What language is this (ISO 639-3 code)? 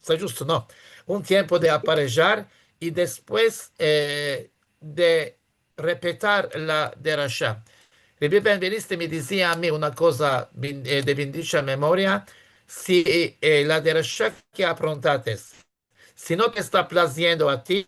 lad